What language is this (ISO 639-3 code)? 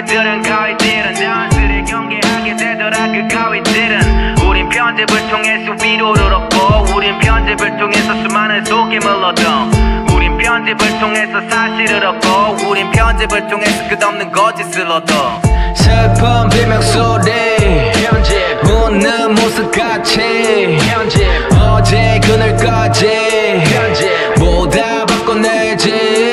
kor